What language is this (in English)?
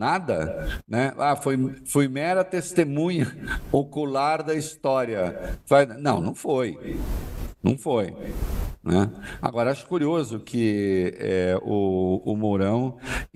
Portuguese